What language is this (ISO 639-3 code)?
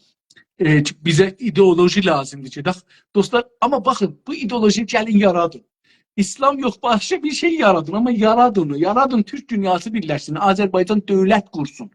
azb